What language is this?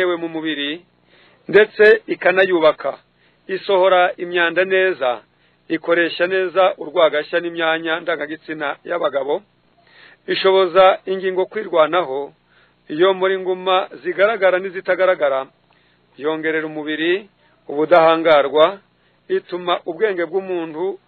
Kinyarwanda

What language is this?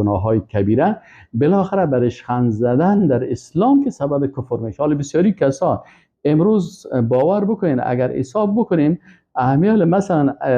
Persian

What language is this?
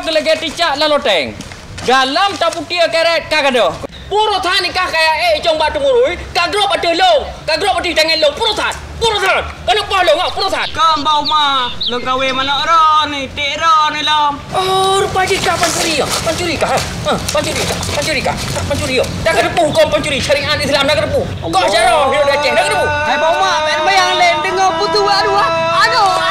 Achinese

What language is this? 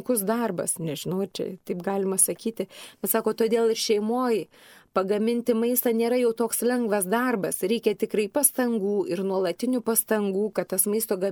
Lithuanian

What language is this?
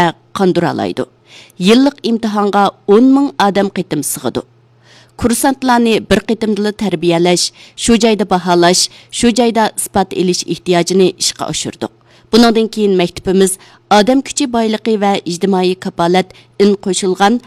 Uyghur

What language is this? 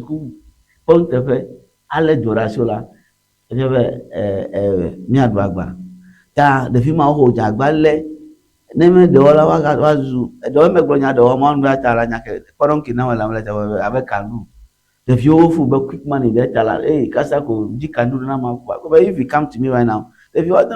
Ewe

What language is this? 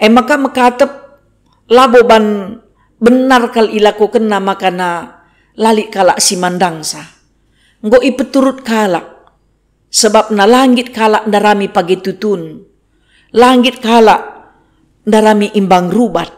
Batak Karo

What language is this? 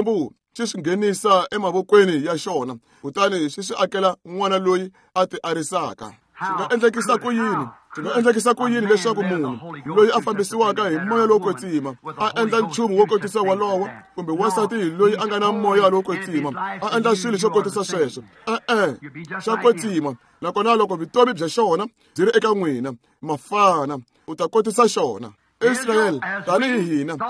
Tsonga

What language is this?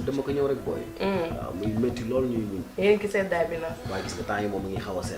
Wolof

